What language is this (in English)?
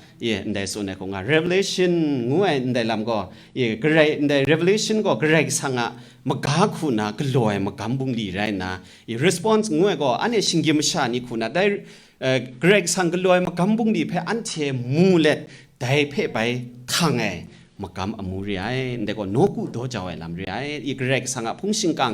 Kachin